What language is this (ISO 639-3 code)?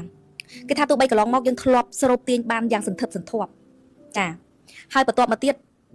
khm